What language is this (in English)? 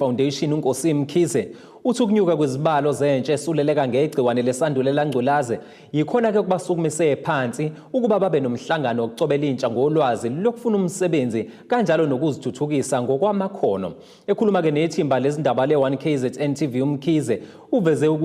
Zulu